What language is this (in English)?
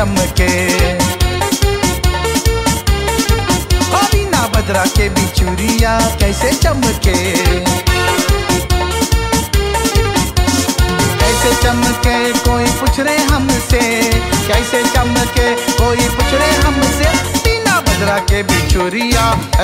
Bhojpuri